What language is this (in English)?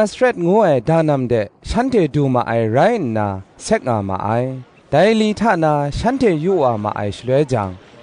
Kachin